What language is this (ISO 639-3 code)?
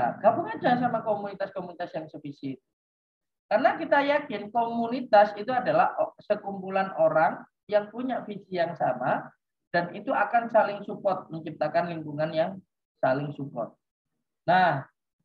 ind